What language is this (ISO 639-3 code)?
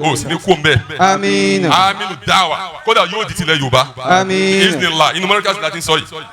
yor